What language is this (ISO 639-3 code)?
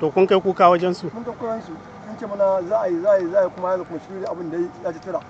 hau